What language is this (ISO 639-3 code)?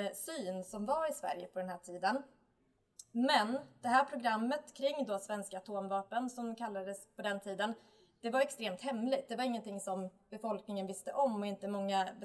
swe